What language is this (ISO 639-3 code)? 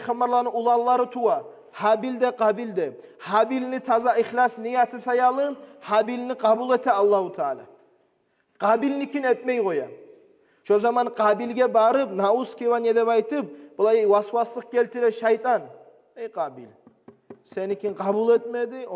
kum